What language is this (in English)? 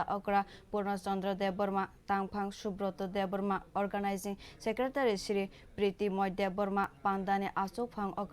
Kok Borok